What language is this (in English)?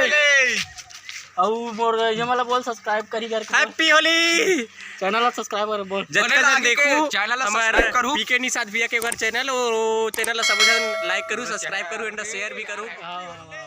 Chhattisgarhi